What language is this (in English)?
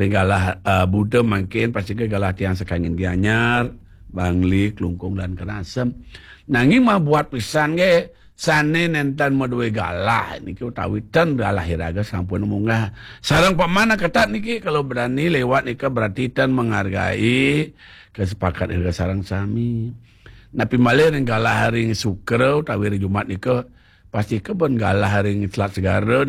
Balinese